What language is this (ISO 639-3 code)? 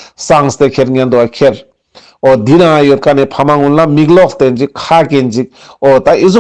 lbj